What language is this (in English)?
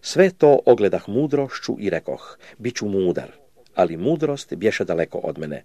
Croatian